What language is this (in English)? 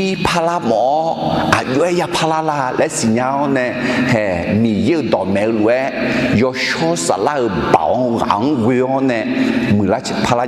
Akha